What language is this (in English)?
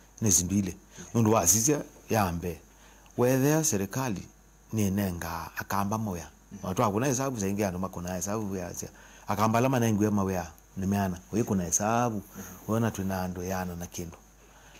Kamba